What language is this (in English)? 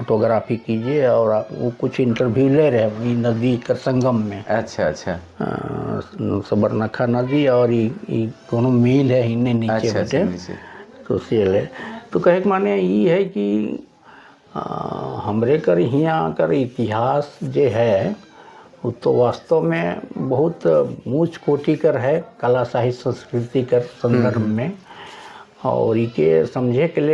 Sadri